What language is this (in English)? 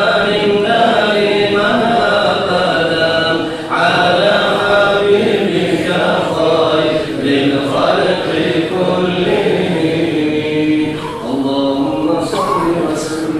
Kumyk